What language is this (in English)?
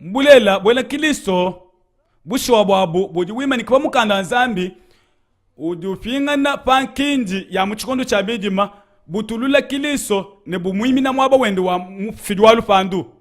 Luba-Lulua